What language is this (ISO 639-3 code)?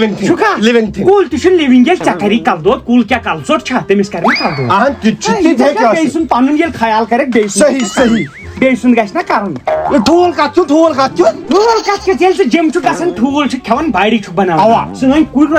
kas